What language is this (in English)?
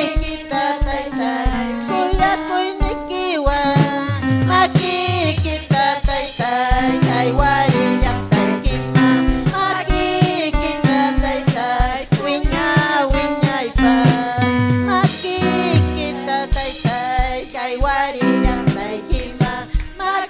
Ayacucho Quechua